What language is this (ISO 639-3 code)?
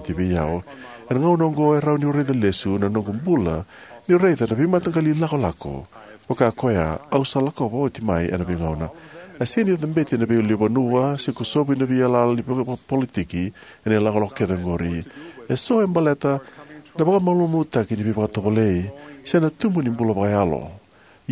fij